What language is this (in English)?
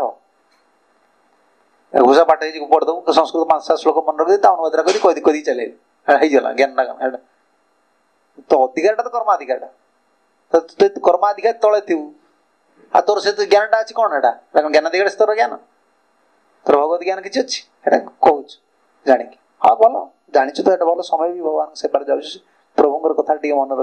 Odia